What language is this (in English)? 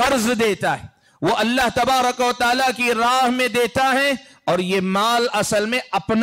Urdu